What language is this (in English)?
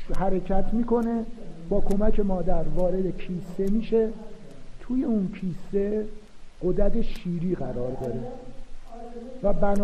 Persian